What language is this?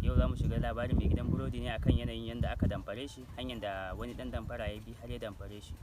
Hausa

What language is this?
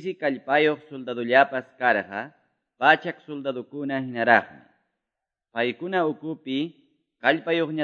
Quechua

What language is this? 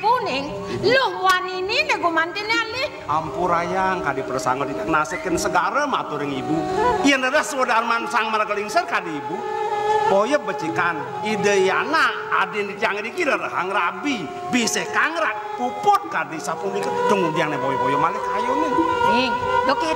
Balinese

